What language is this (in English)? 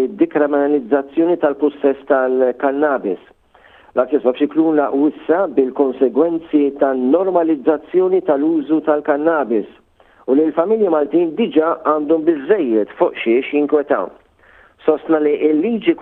Maltese